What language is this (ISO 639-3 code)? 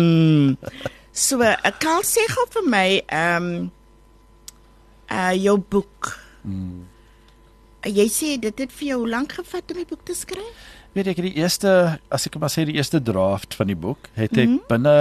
afr